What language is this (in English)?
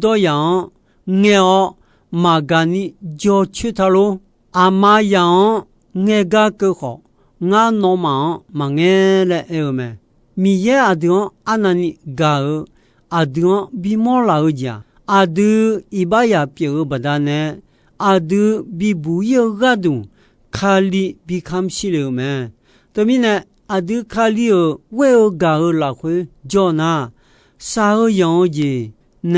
Akha